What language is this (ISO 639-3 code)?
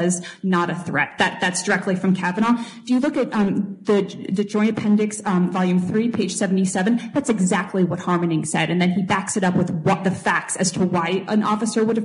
eng